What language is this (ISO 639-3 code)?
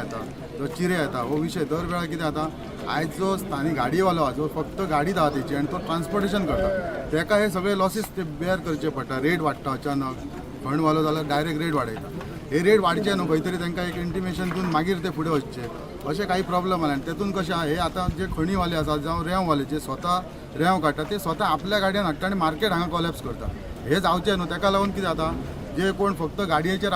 kok